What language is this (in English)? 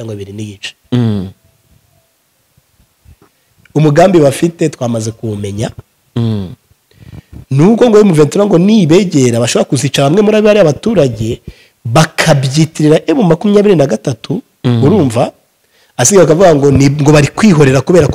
Kinyarwanda